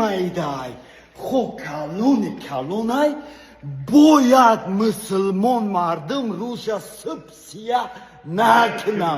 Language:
Tajik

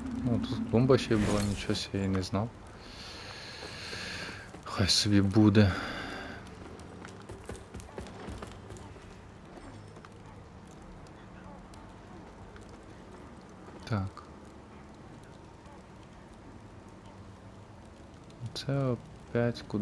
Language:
Ukrainian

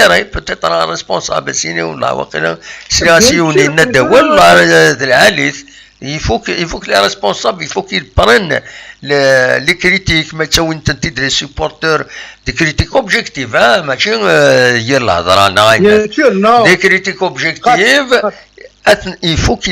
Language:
Kabyle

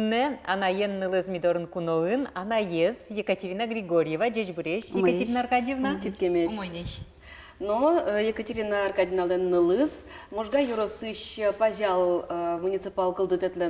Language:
Udmurt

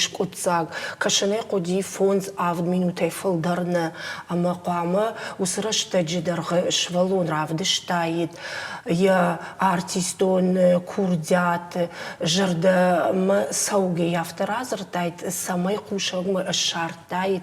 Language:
Ossetic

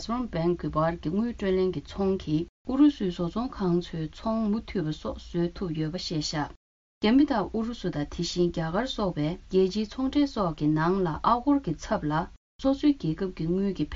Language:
Tibetan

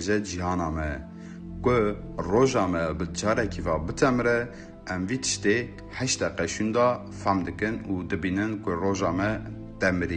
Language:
Kurdish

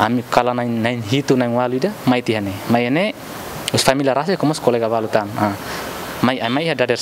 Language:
Tetum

